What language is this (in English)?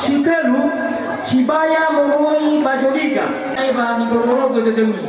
Nias